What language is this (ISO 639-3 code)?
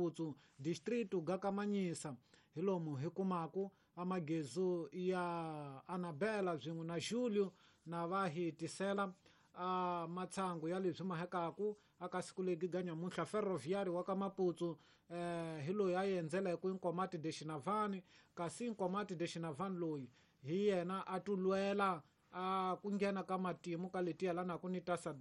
tso